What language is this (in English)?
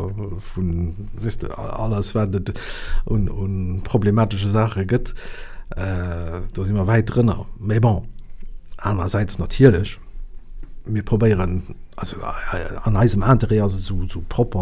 Luxembourgish